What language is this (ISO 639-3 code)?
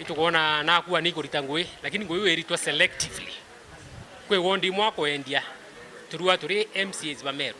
mer